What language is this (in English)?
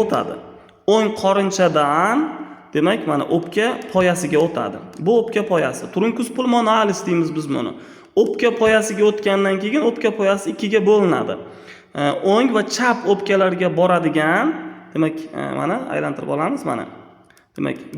Uzbek